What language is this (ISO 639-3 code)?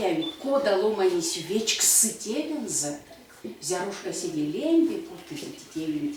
myv